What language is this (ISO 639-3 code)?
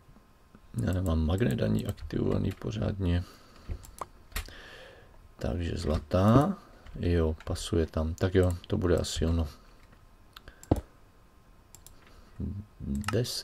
ces